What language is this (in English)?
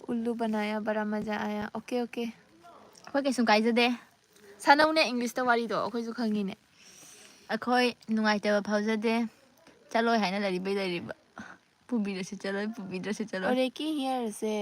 Manipuri